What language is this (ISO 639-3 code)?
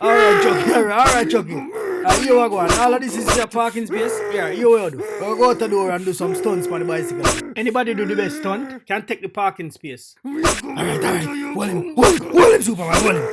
jam